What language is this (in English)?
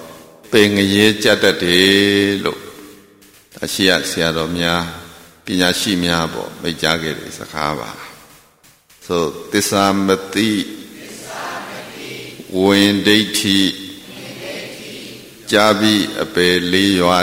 Burmese